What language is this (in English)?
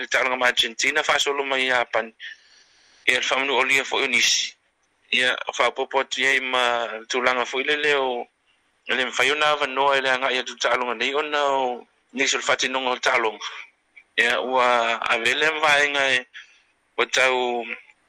Samoan